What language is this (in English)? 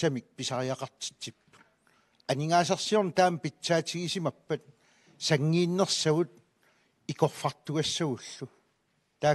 Kalaallisut